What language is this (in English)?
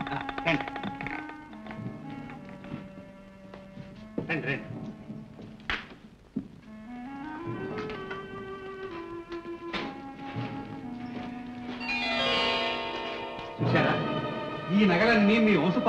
Telugu